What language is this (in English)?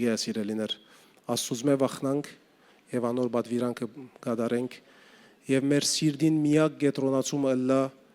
Western Armenian